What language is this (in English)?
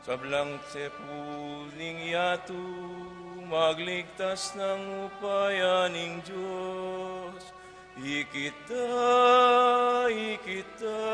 Pampanga